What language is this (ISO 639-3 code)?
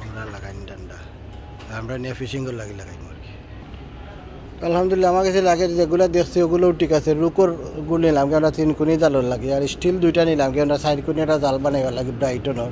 syl